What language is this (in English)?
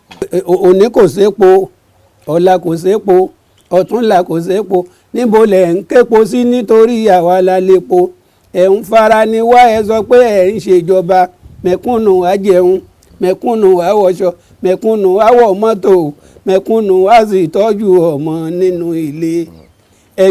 Yoruba